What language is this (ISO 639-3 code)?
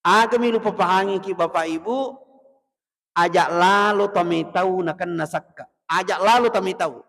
bug